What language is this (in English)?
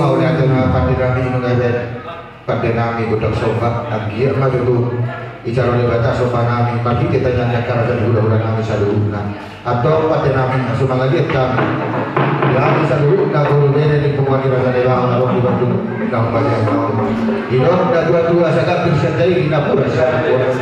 Batak Toba